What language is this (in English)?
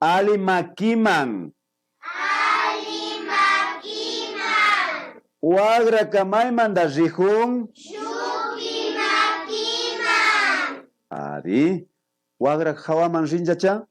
Imbabura Highland Quichua